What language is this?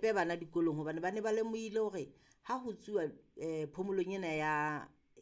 Southern Sotho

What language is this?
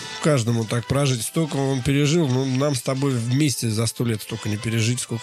Russian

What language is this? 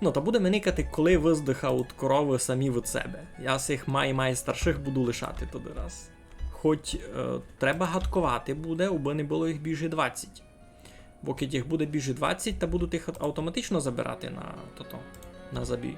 Rusyn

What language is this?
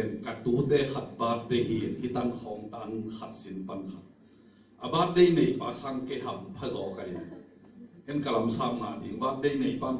Tedim Chin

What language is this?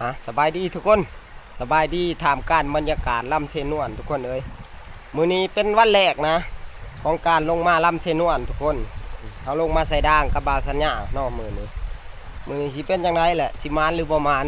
Lao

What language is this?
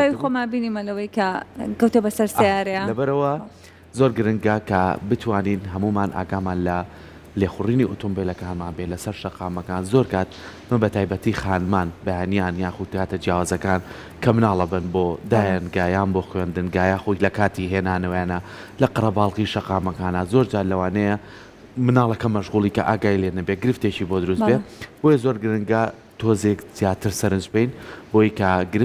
Central Kurdish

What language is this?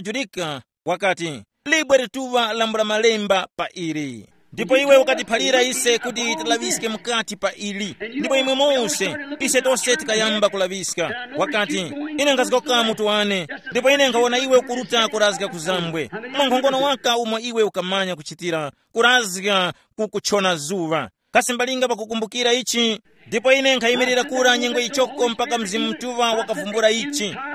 Tumbuka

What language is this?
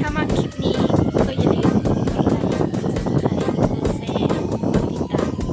Lao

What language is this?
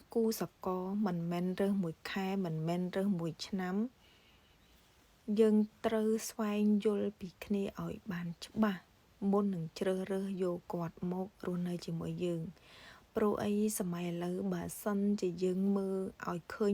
Khmer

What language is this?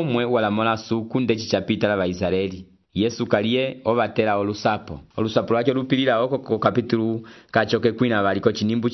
Umbundu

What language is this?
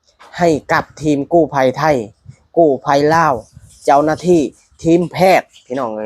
Lao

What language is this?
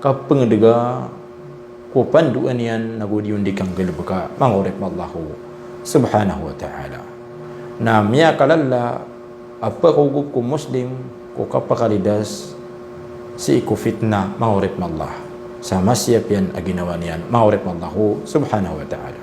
Maranao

